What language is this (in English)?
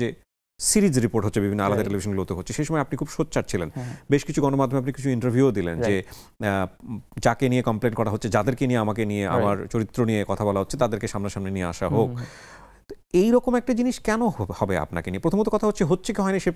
Bangla